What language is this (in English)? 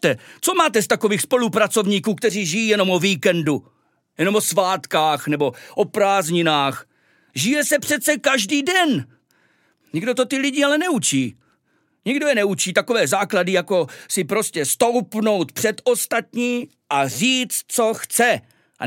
Czech